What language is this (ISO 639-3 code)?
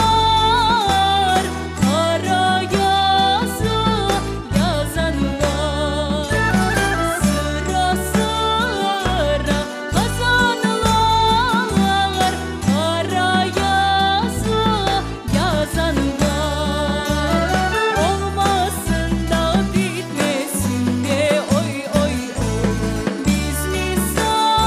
crh